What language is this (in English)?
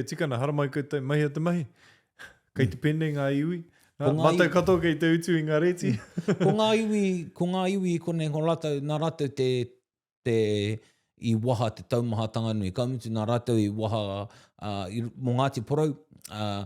Māori